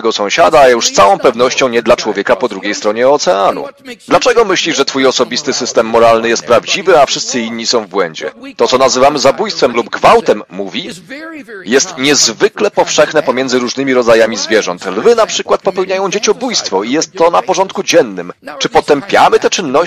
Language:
Polish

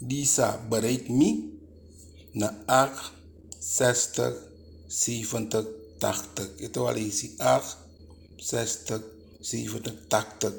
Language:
Eastern Maroon Creole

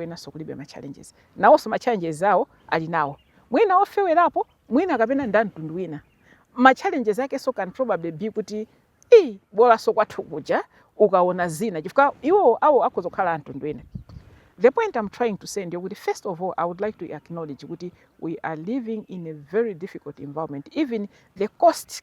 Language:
Nyanja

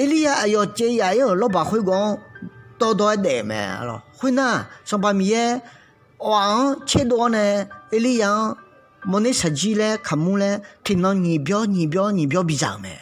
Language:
Akha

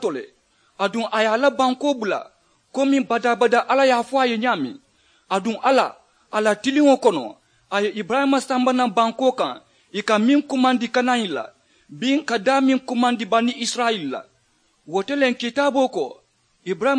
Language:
Mandingo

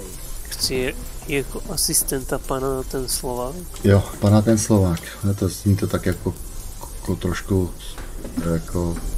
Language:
Czech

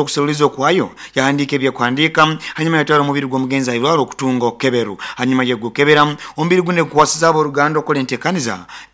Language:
Nyoro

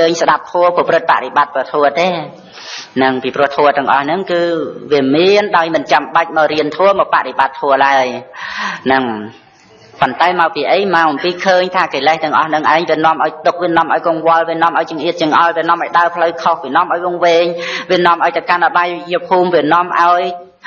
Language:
Khmer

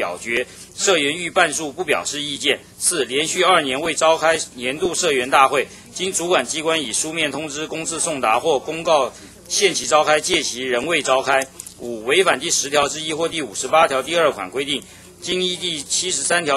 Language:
Chinese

